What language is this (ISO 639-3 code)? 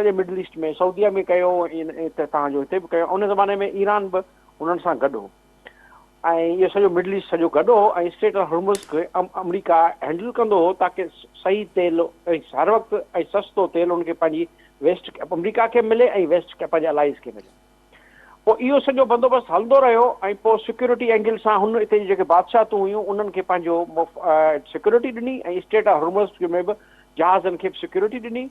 snd